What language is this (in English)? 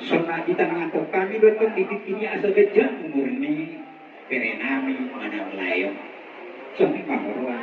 Batak Toba